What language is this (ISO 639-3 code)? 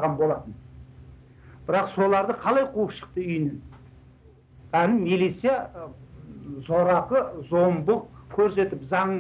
kaz